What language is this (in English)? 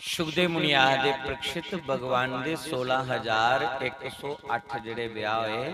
Dogri